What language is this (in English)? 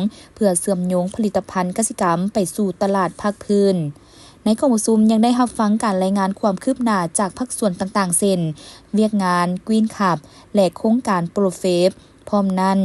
Lao